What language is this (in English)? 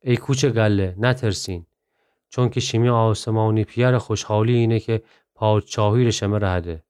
Gilaki